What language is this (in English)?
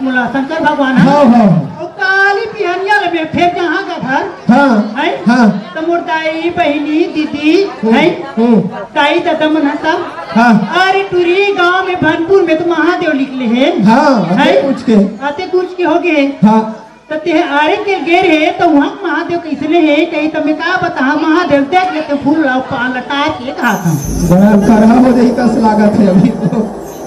Chhattisgarhi